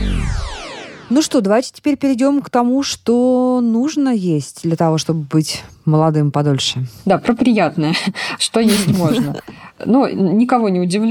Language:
Russian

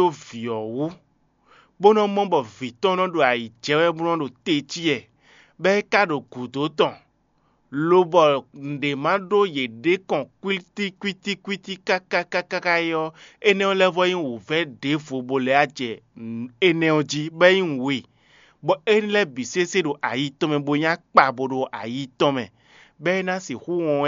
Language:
Fon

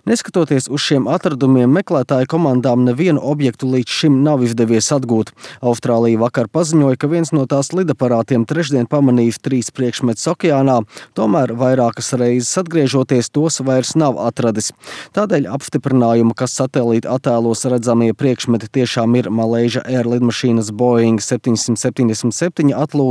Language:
Latvian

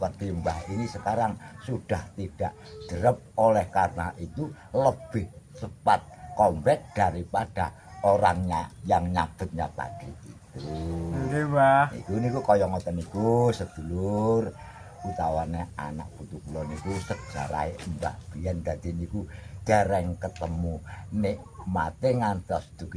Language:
Javanese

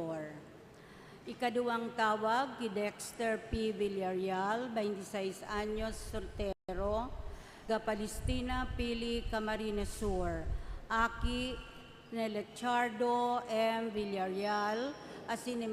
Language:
Bikol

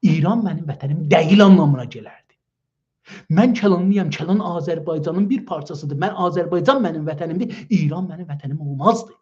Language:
South Azerbaijani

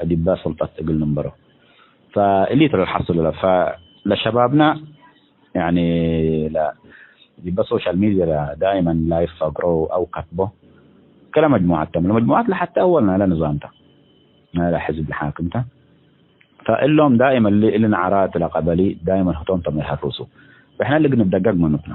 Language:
Tigre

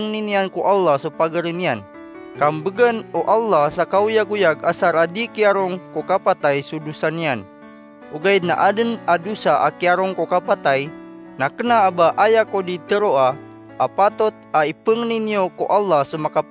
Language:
Maranao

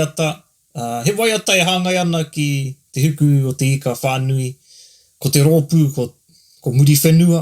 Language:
Māori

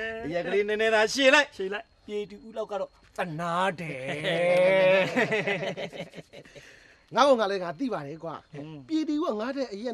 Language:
Burmese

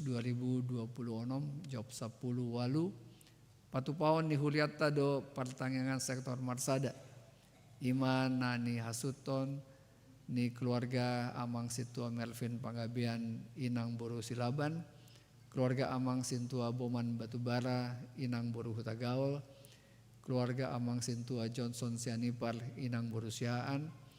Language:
Batak Toba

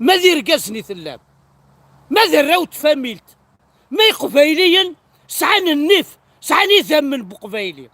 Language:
Kabyle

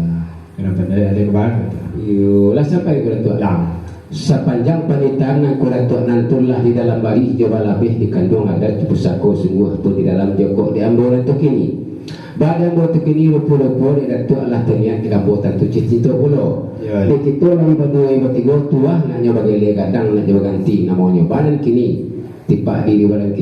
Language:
Minangkabau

